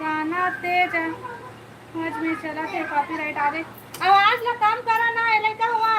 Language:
Chhattisgarhi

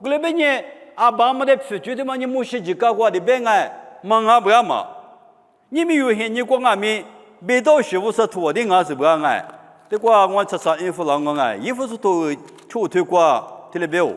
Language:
Lisu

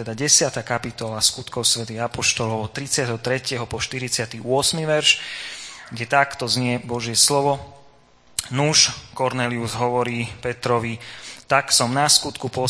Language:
Slovak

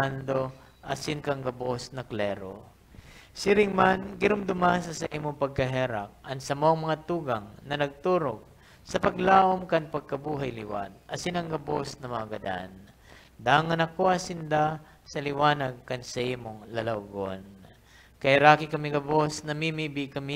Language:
Bikol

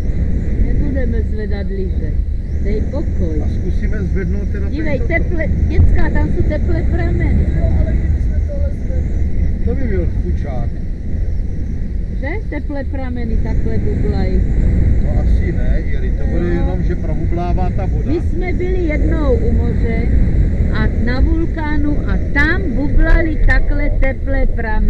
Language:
Czech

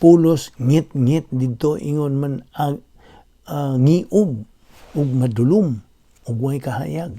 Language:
Cebuano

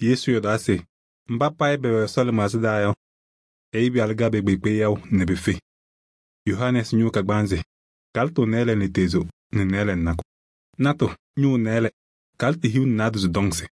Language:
Kabiyè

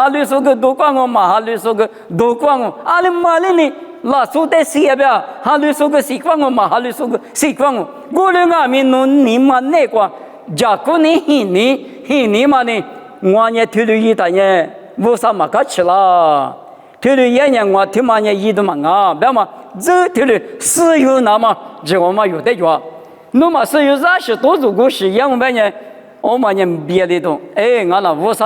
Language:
Lisu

